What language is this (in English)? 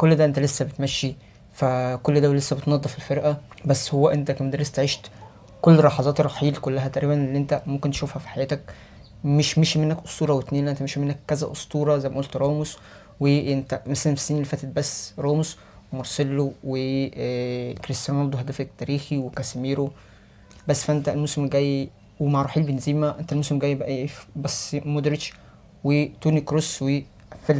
Egyptian Arabic